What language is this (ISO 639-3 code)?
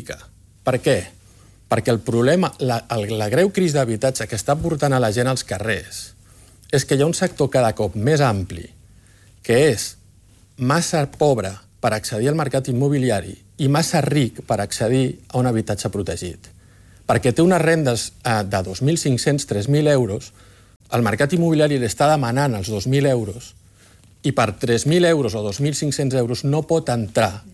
cat